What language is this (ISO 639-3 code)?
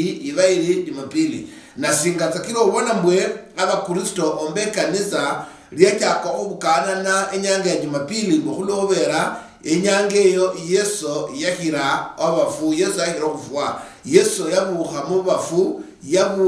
luy